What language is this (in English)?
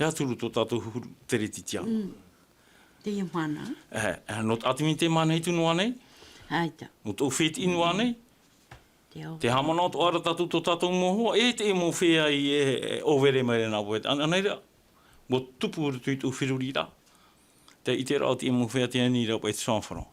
Tahitian